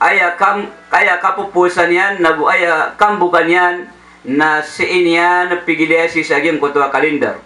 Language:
Maranao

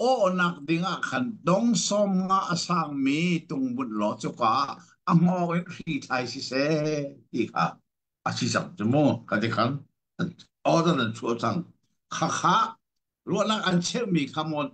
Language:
Hakha Chin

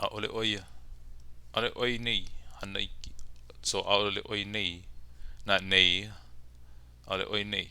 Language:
Hawaiian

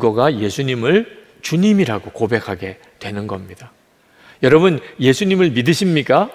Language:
Korean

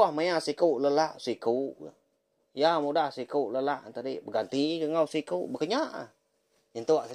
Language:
Iban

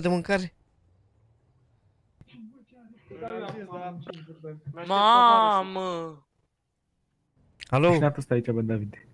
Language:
Romanian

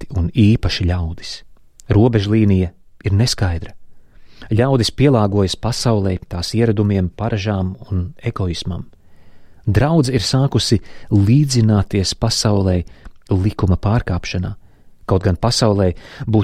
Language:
Latvian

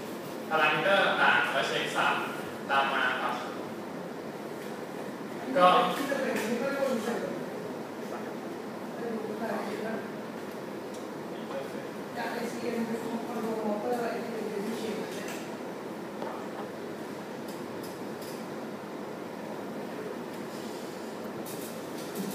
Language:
Thai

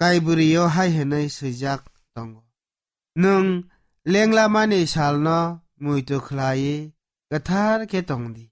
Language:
Kok Borok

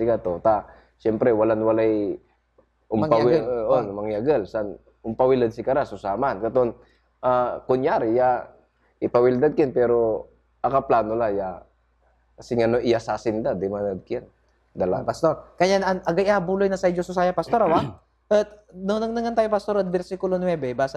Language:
Pangasinan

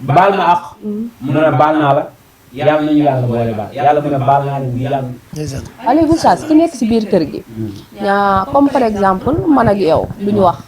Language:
Wolof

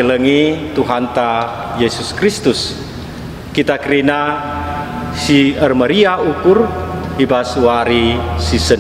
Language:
Batak Karo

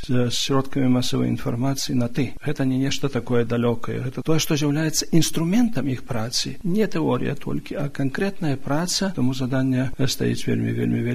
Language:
Belarusian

